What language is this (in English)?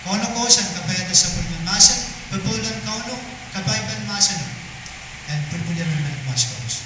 Pohnpeian